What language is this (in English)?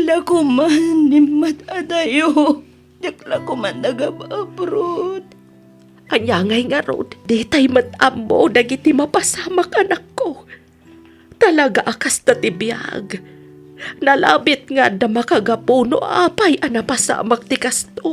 Iloko